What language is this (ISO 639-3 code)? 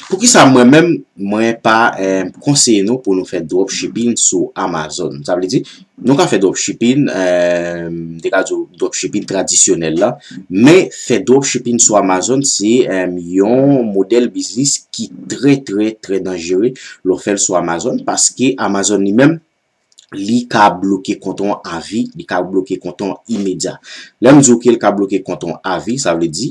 hat